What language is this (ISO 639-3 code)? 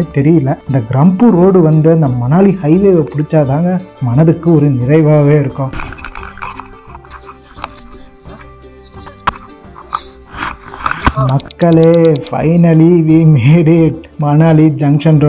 tam